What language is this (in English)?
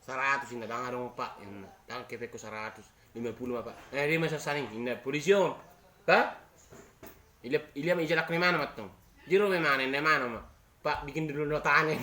Batak Toba